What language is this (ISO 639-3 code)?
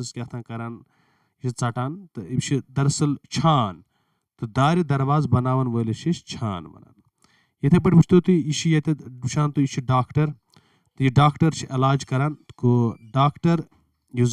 kas